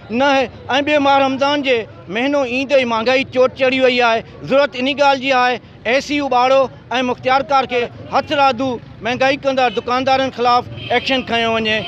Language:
Sindhi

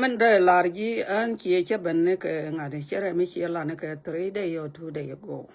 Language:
Nuer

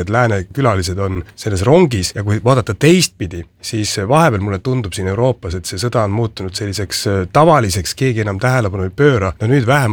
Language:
Estonian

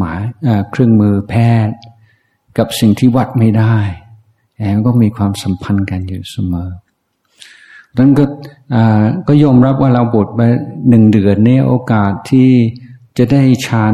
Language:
Thai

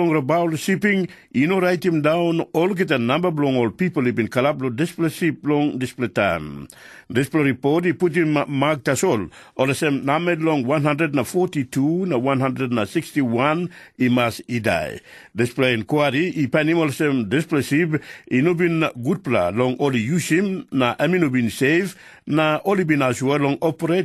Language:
Tok Pisin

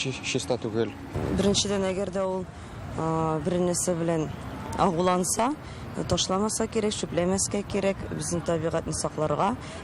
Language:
Tatar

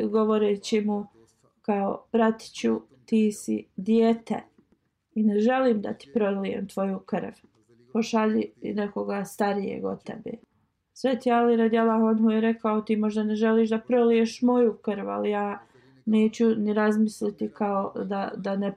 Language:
Bosnian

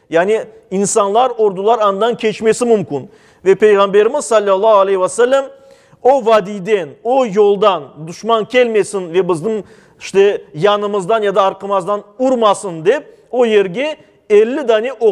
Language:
Crimean Tatar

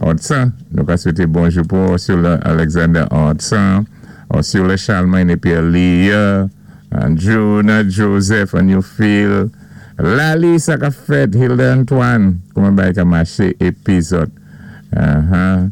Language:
Saint Lucian Creole French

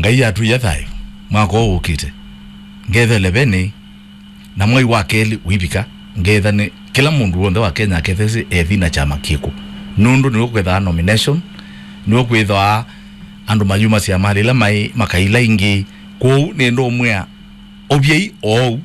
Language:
Kamba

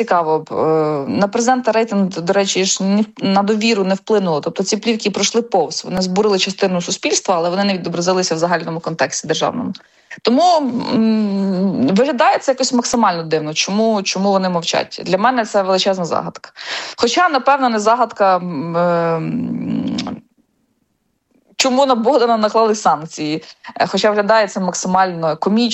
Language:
Ukrainian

